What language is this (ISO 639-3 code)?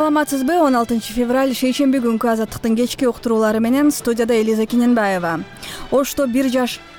kir